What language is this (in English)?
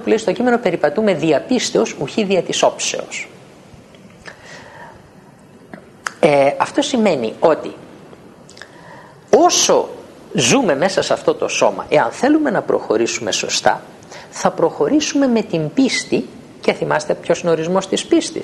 Greek